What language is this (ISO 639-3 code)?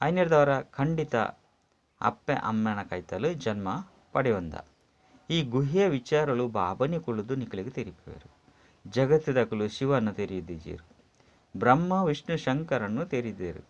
tcy